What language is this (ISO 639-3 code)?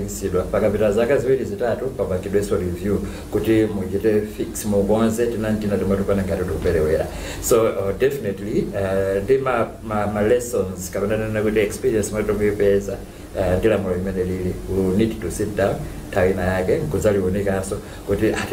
nya